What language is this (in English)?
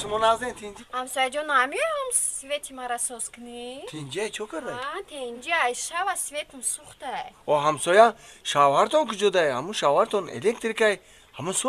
Tajik